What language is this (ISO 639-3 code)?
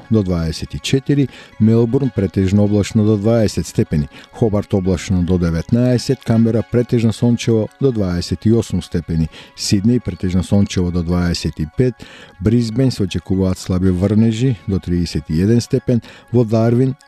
mkd